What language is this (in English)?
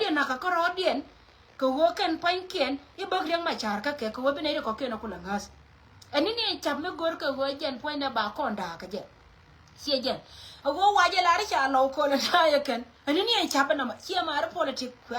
Nuer